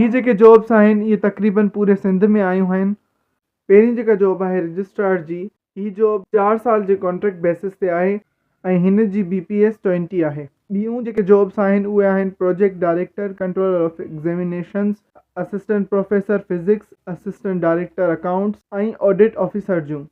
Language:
Sindhi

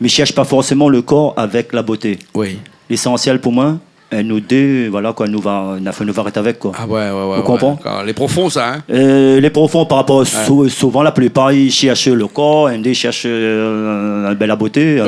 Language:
Réunion Creole French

